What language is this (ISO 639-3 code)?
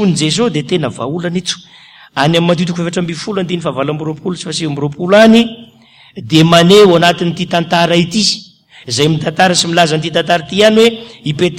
mlg